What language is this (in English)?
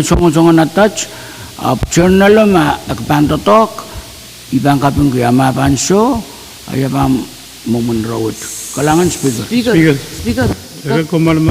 Pohnpeian